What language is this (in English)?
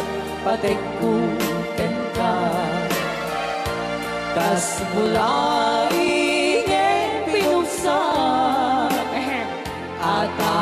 Iloko